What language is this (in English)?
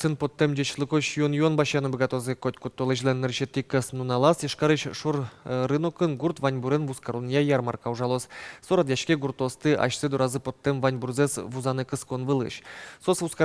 Udmurt